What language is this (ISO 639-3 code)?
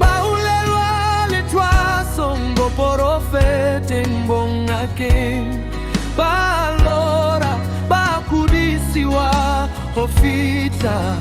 sot